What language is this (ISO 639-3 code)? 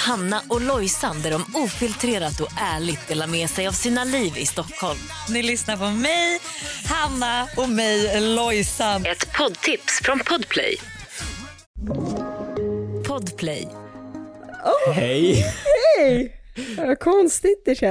swe